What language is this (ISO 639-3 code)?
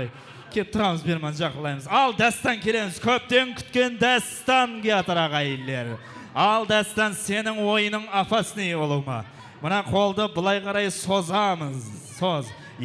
kaa